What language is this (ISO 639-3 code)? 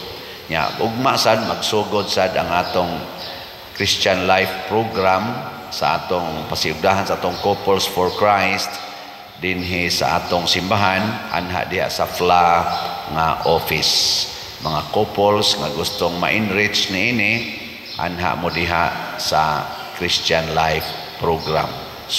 ceb